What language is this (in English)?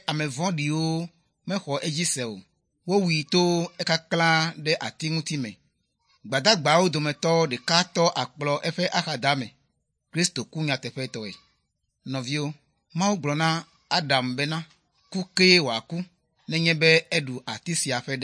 Ewe